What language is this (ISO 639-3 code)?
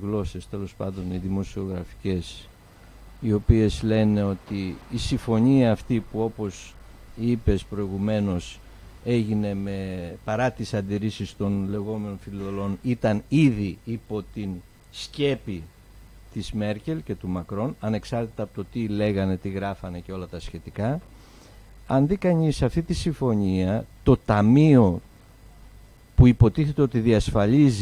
ell